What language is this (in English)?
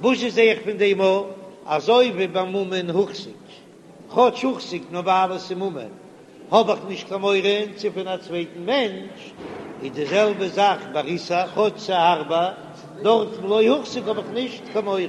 Yiddish